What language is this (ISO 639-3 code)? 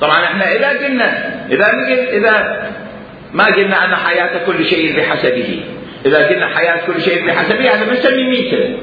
acm